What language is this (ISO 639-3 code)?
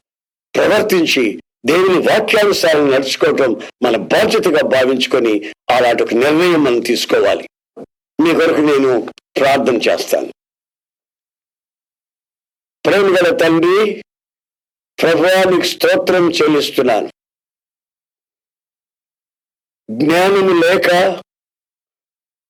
tel